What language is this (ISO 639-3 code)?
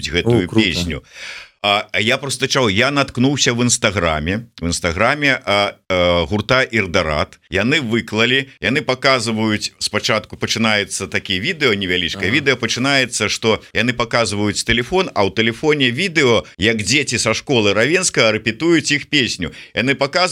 bel